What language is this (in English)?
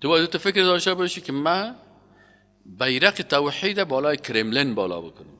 Persian